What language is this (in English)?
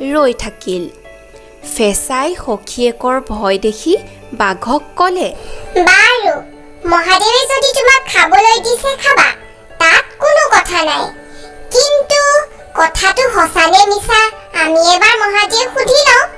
Assamese